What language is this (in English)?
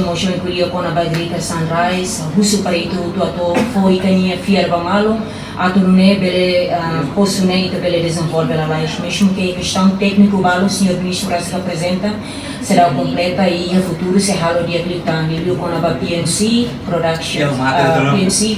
Tetum